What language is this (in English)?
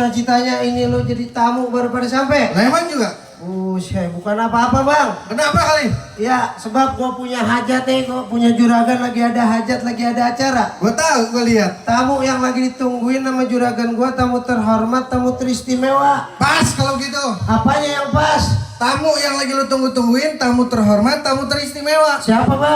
Betawi